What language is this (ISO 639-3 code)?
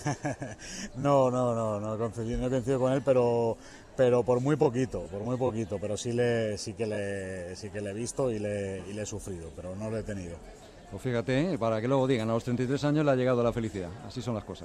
spa